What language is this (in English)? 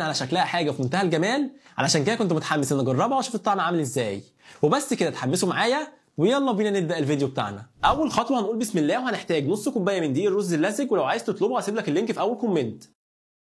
Egyptian Arabic